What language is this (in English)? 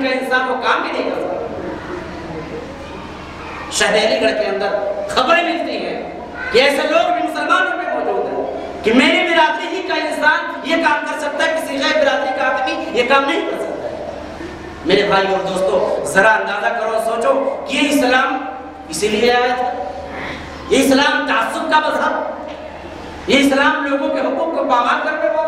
Urdu